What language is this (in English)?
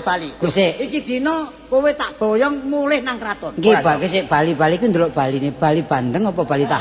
Javanese